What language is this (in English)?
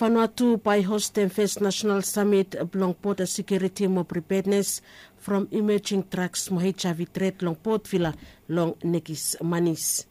Bislama